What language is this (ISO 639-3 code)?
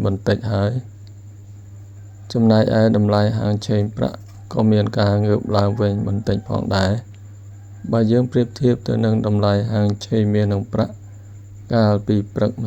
khm